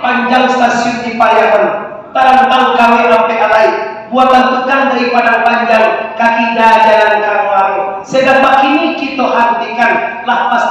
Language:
Minangkabau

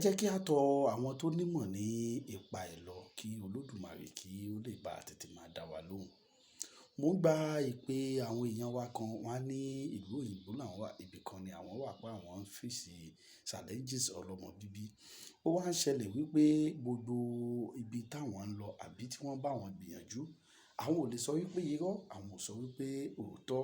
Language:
Yoruba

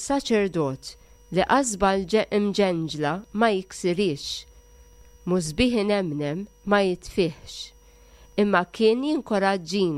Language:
Maltese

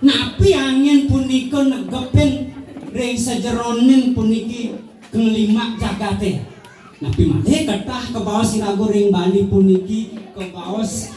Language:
Balinese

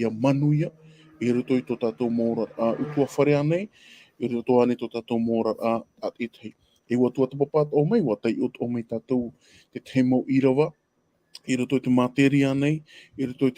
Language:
Tahitian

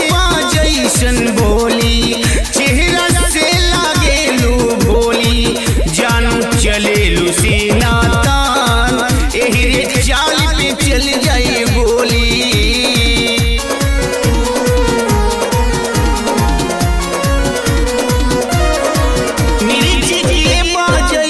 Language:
Bhojpuri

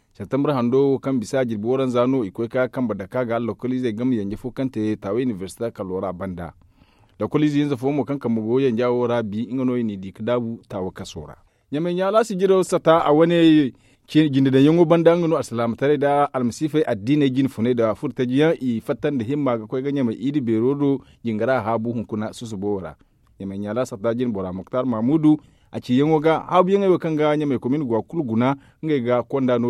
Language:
Zarma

